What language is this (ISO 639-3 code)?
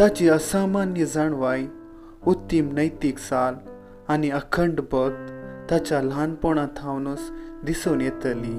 kok